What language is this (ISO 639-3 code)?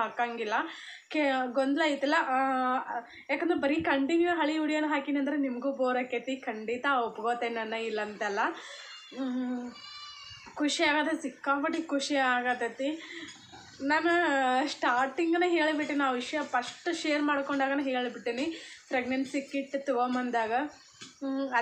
kan